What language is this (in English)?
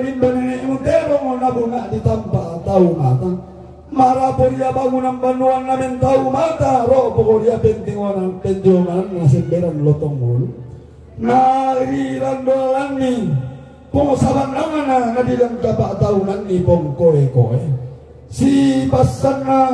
Toraja-Sa'dan